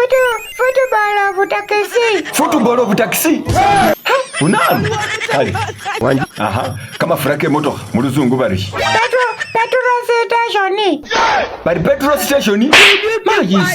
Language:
Masaaba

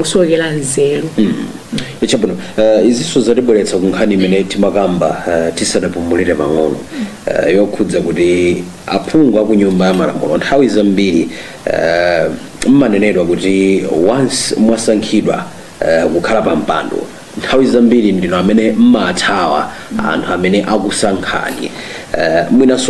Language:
Nyanja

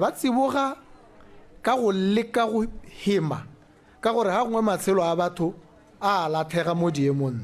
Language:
Tswana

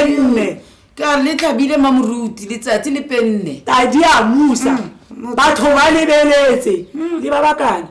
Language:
Tswana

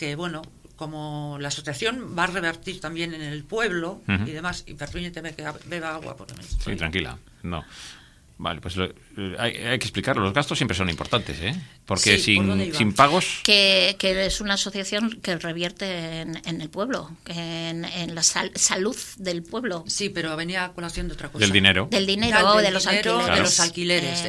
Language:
Spanish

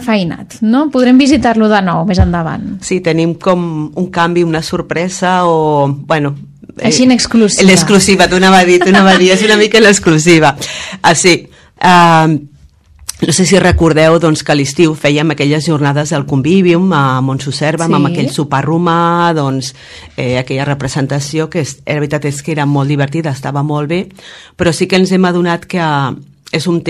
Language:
Catalan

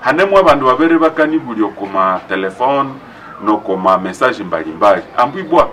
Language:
Nande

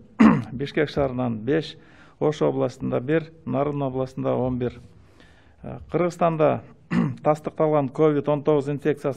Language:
Kyrgyz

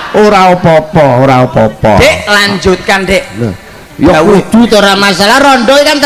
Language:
Javanese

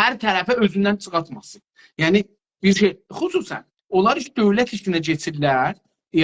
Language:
South Azerbaijani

